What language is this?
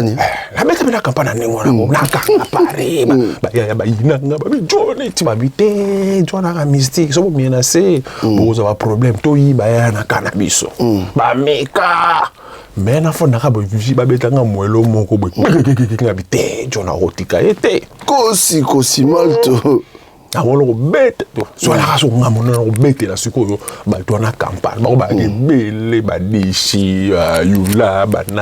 Lingala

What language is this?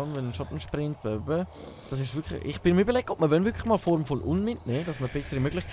Swiss German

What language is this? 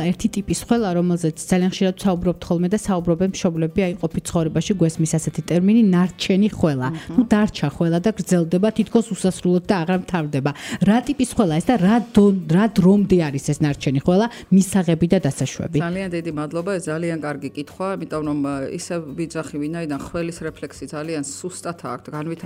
Georgian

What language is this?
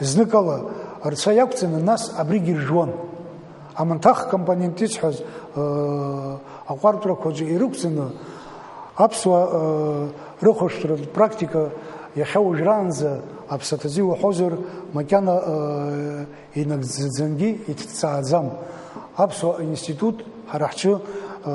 Abkhazian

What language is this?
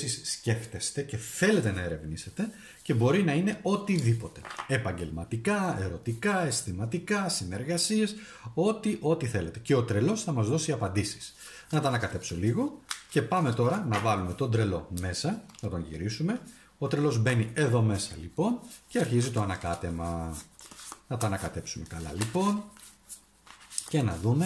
Greek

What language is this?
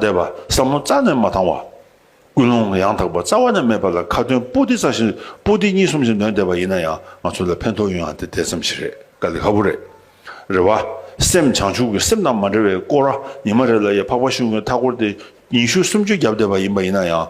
Tibetan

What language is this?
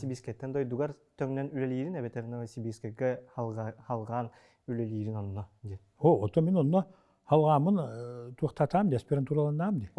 Yakut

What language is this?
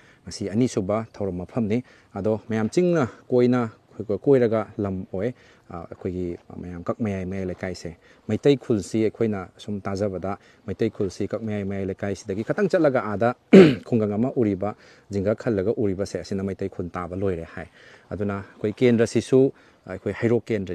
Manipuri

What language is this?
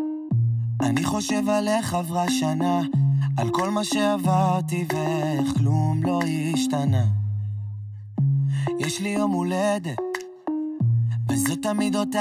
Hebrew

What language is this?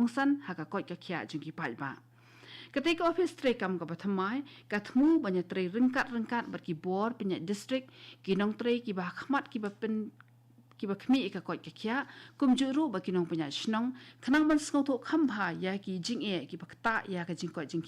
Khasi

